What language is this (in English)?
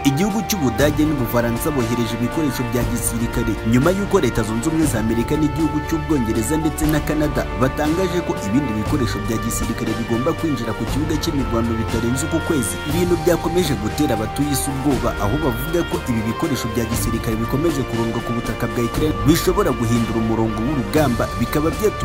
Kinyarwanda